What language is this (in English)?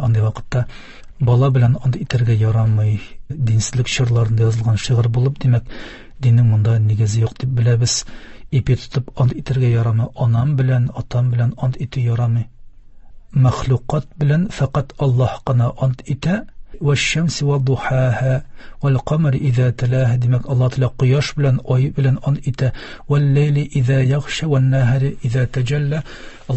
Tatar